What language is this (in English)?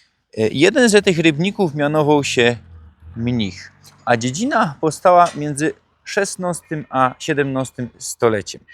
Silesian